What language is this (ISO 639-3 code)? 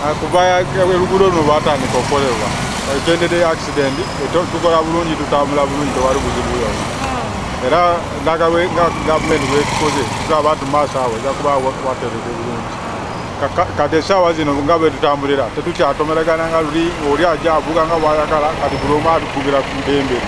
lug